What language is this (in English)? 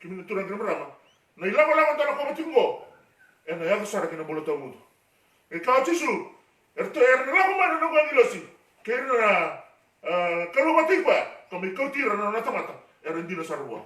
Fijian